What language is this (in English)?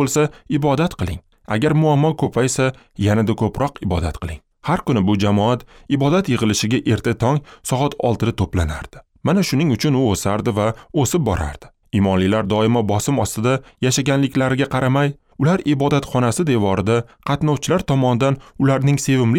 Uzbek